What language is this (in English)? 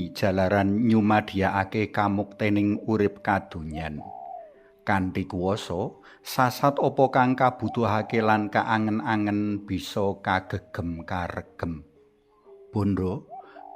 Javanese